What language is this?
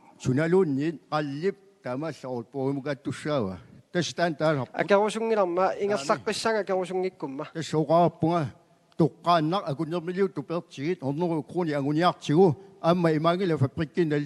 Kalaallisut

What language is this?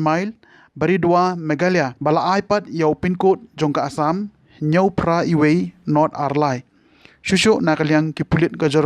Khasi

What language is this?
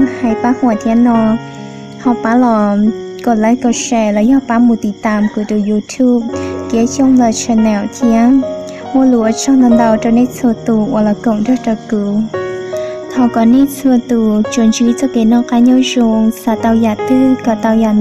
Hmong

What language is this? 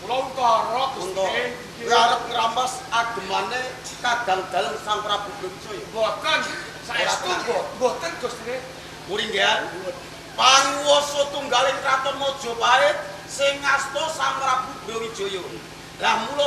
Javanese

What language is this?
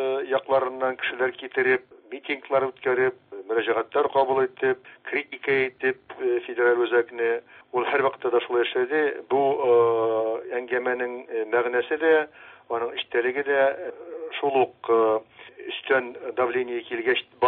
Tatar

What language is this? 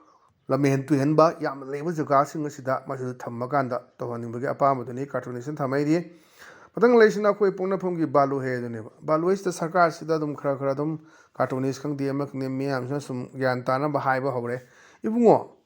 Manipuri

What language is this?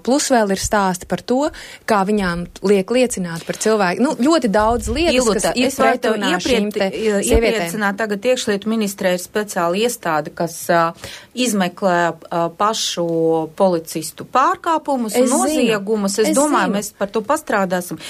Latvian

